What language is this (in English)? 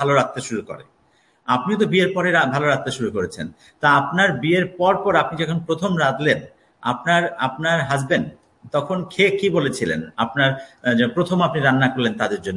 Bangla